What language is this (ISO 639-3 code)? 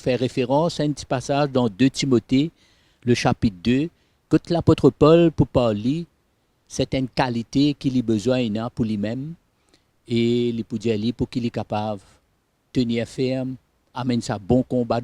mfe